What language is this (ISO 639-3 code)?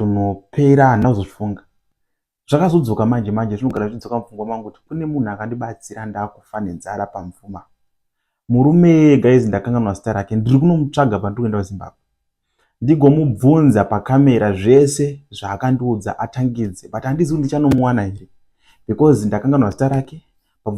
sna